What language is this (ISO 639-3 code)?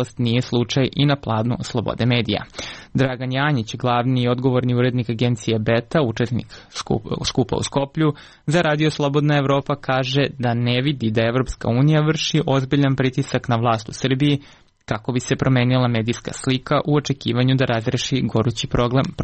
srp